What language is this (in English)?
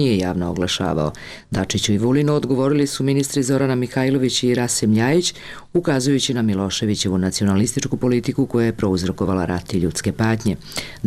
Serbian